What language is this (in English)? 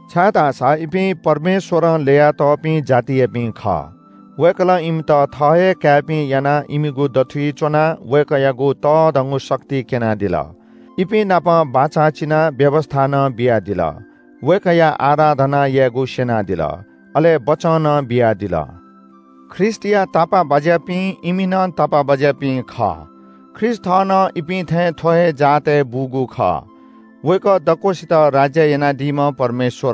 Newari